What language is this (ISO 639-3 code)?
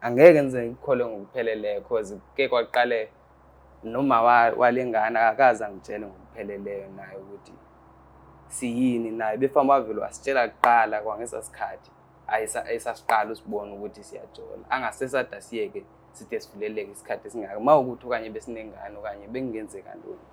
zul